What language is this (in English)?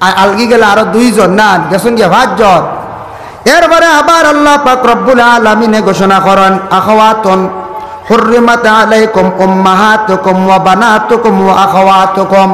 Sylheti